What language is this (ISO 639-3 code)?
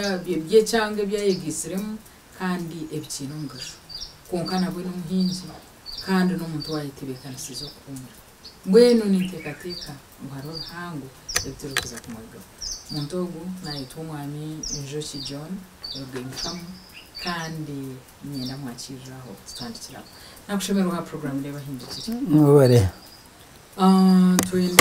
nyn